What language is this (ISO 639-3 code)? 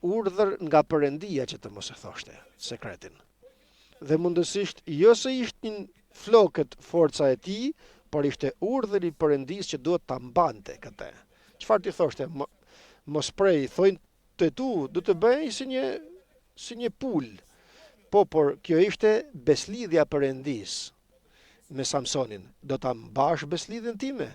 sqi